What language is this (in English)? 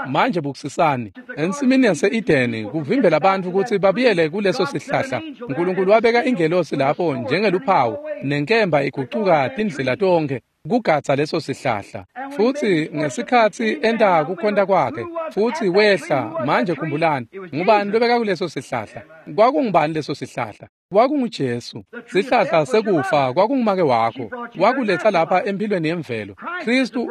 Swati